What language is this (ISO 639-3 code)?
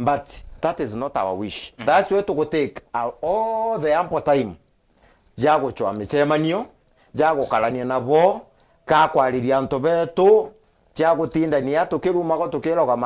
mer